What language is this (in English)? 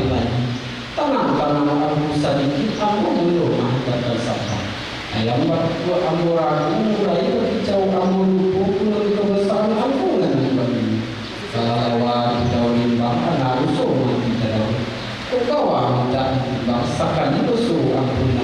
Minangkabau